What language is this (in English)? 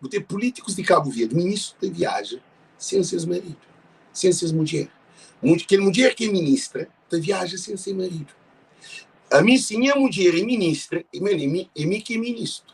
Kabuverdianu